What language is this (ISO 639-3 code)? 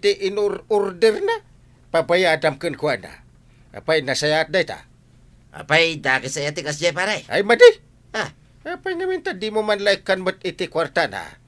ilo